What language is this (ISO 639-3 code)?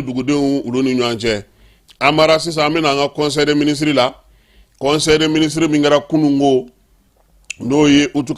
bam